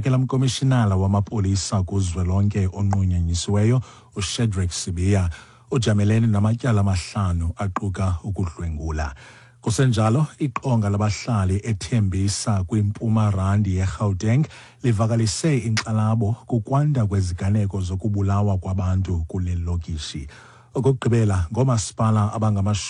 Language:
Xhosa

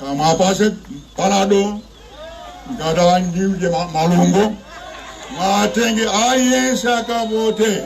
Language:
Nyanja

